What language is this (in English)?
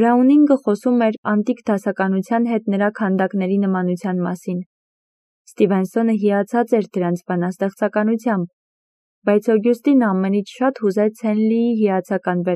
Armenian